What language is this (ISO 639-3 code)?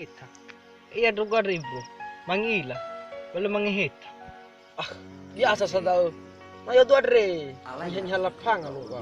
nia